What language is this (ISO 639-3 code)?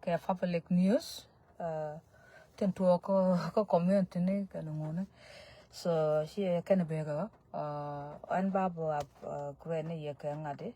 nus